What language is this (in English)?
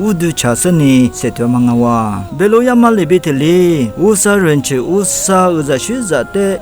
Lisu